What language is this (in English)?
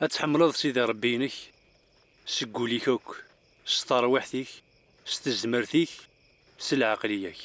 Kabyle